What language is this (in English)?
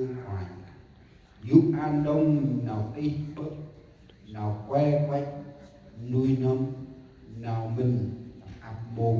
Central Mnong